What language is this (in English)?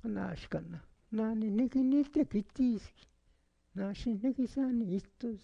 Eastern Huasteca Nahuatl